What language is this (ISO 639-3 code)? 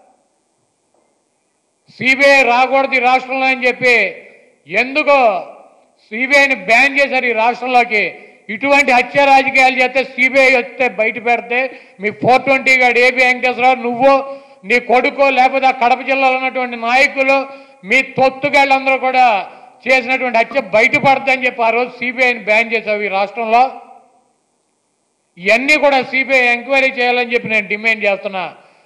tel